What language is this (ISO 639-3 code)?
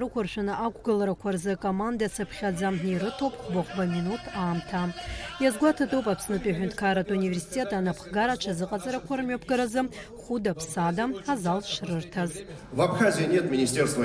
abk